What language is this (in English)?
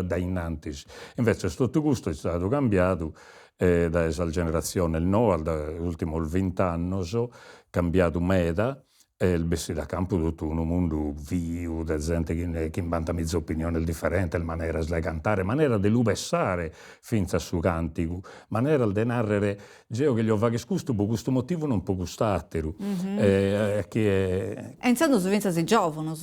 Sardinian